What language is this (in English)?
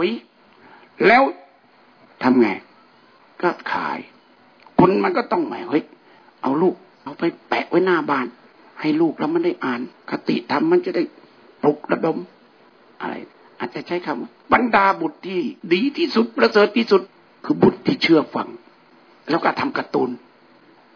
Thai